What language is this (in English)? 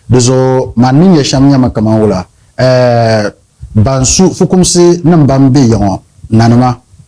Dagbani